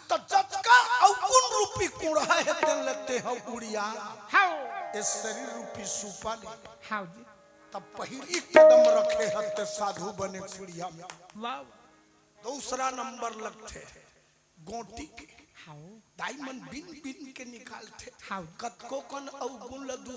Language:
Chhattisgarhi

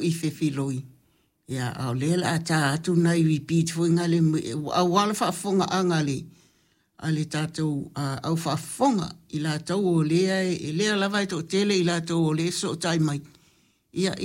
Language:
Samoan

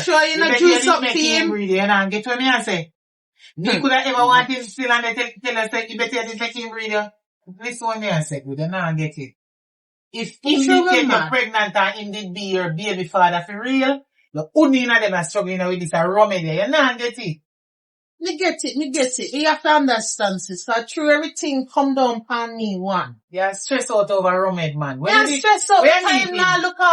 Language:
Jamaican Creole English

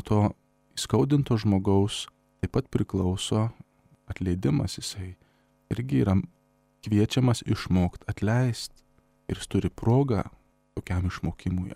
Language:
Lithuanian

